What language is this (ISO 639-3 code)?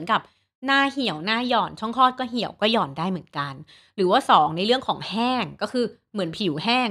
tha